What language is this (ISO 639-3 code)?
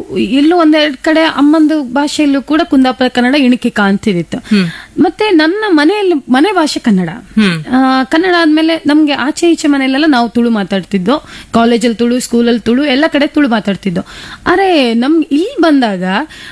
kan